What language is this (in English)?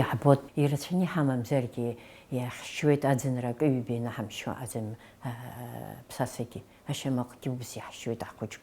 Abkhazian